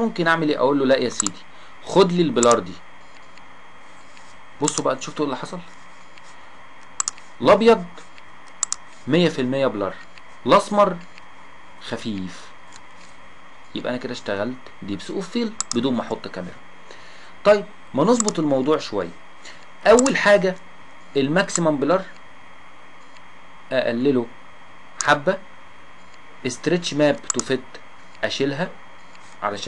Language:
Egyptian Arabic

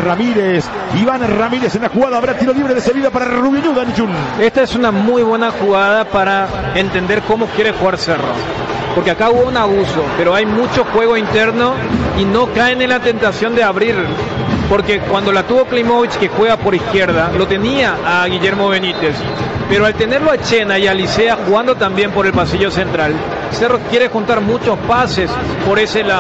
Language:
Spanish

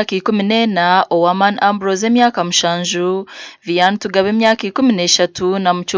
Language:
Nyankole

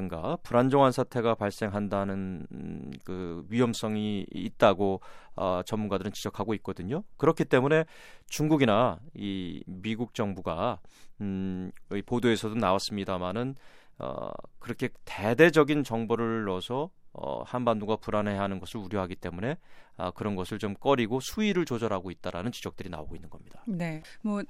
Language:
Korean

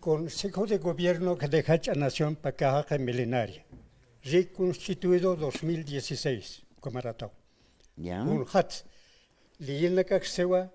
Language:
Aymara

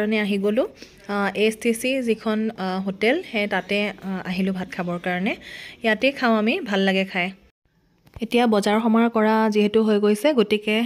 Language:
Assamese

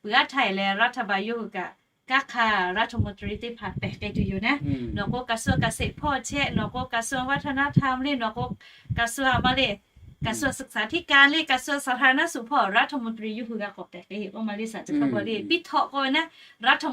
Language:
Lahu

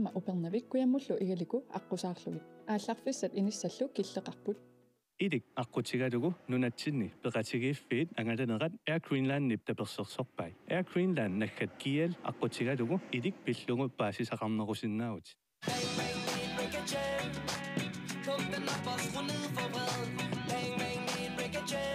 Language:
Kalaallisut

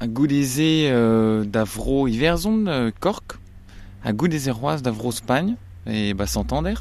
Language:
Breton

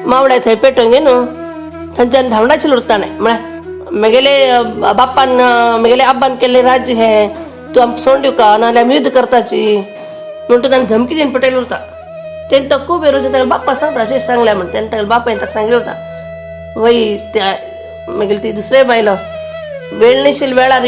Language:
Konkani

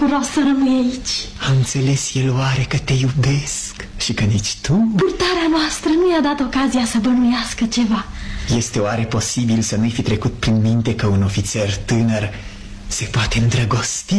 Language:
Romanian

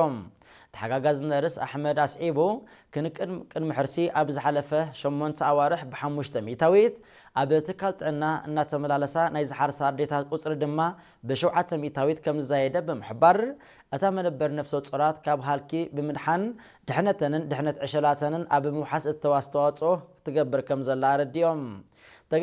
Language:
Tigrinya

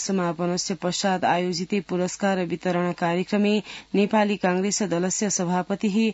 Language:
Sanskrit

